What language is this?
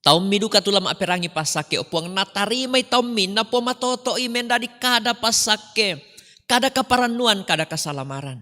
Toraja-Sa'dan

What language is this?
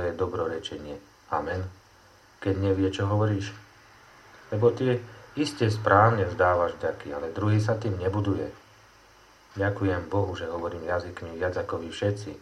Slovak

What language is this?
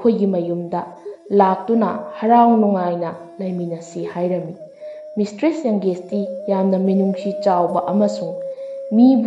Manipuri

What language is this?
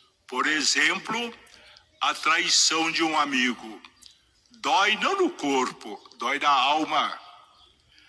Portuguese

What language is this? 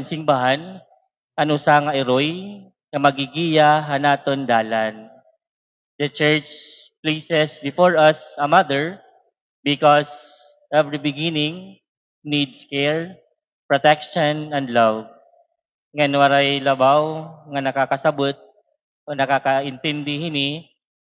Waray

